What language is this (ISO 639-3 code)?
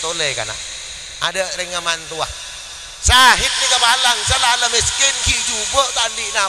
mad